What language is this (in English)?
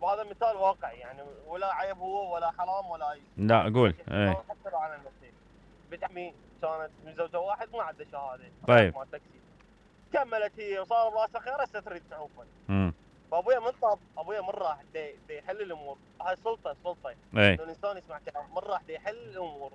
Mesopotamian Arabic